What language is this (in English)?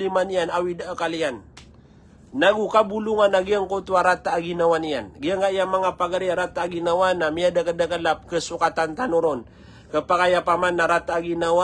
Maranao